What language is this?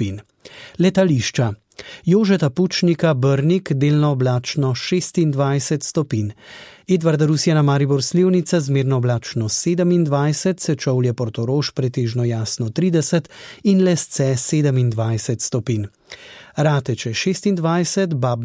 Slovenian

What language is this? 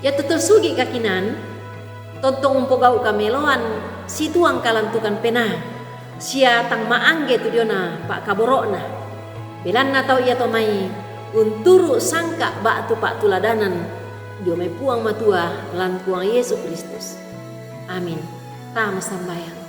Toraja-Sa'dan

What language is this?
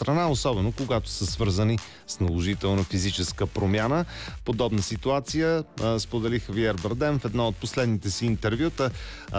Bulgarian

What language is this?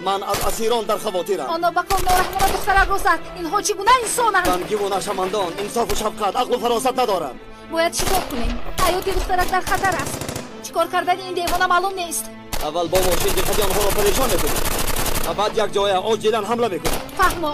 Tajik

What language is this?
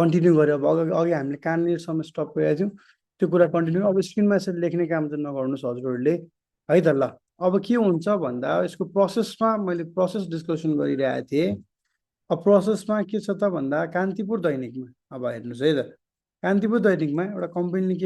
Nepali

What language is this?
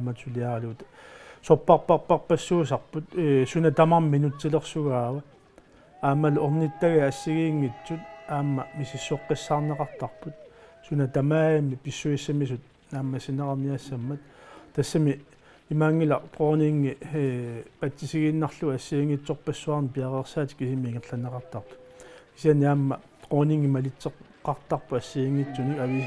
Kalaallisut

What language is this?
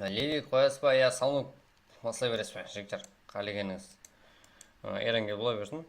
Kara-Kalpak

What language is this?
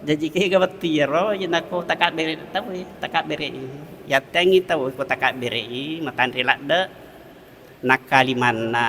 Buginese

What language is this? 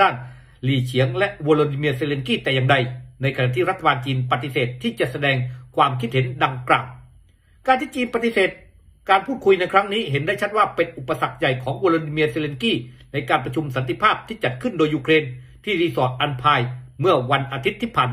Thai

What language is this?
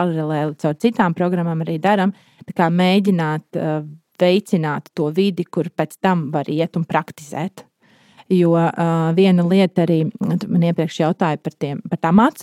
Latvian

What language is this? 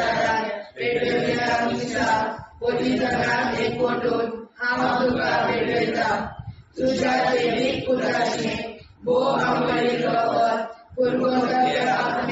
Konkani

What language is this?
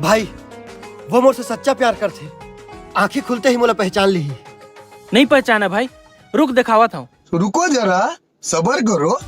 Chhattisgarhi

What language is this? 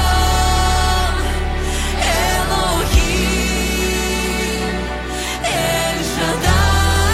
Ukrainian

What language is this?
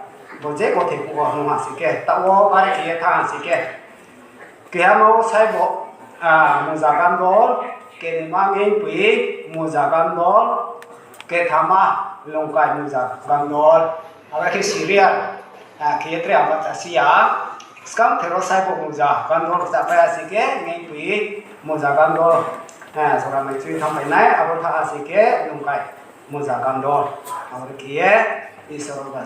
Riang (India)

